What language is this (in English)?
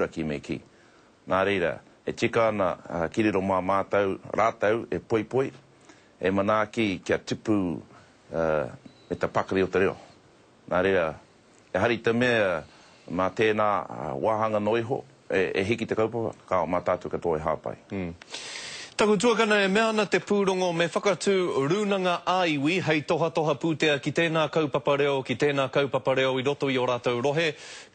Māori